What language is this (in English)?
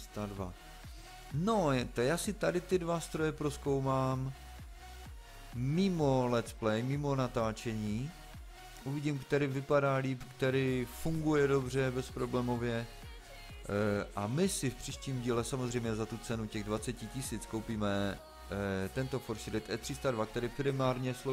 Czech